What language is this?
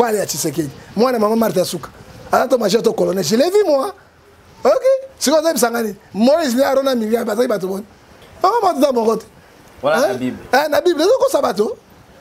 Lingala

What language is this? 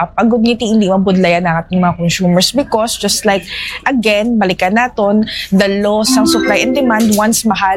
Hiligaynon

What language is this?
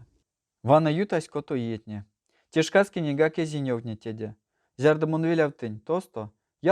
Erzya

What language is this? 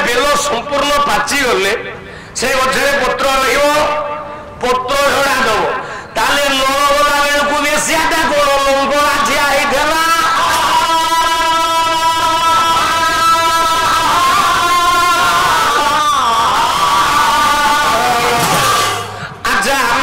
Odia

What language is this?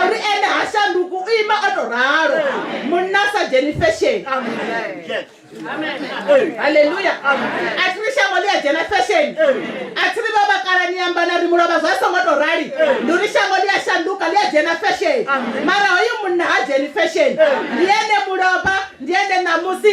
Venda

